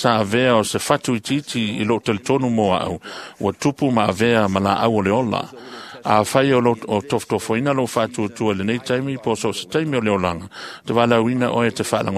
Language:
Samoan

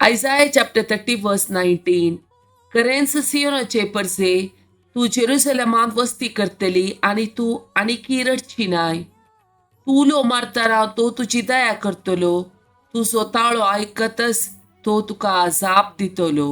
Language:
Konkani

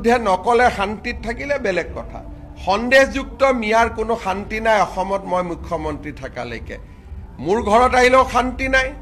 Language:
Assamese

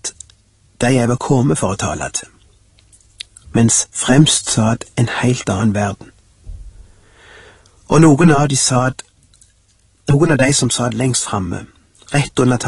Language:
Norwegian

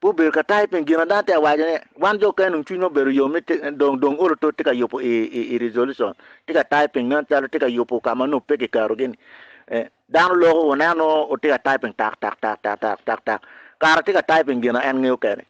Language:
Acoli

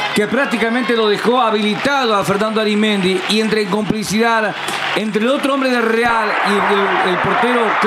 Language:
Spanish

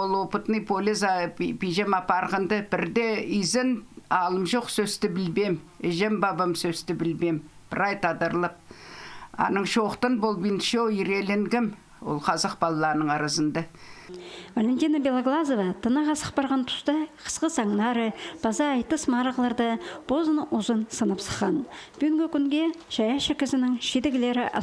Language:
Khakas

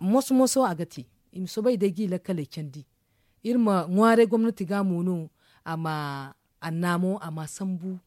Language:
Zarma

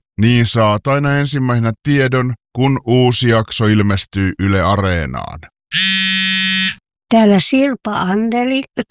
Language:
Finnish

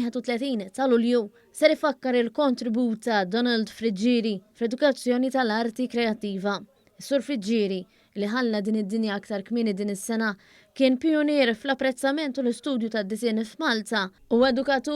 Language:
Maltese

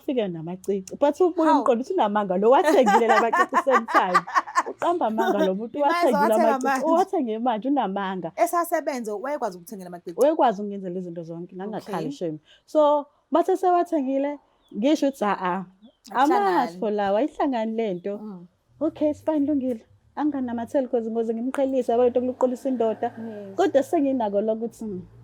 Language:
Zulu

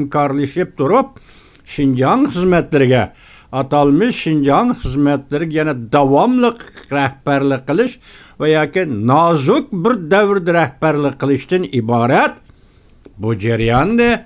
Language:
Uyghur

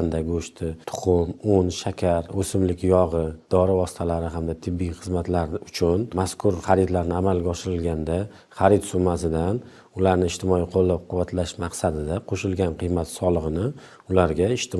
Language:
Uzbek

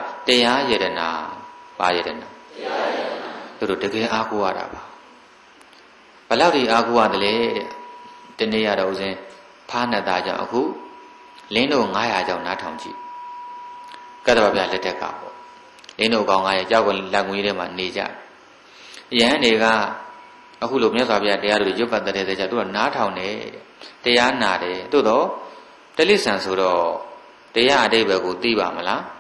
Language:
Burmese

